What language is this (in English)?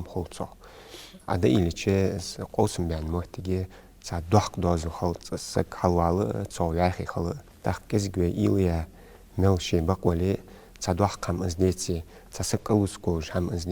Ingush